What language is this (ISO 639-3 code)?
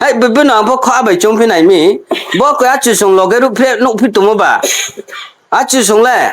ria